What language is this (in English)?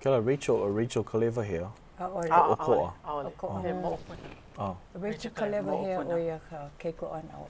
Hawaiian